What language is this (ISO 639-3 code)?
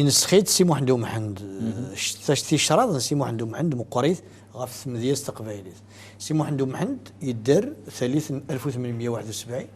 kab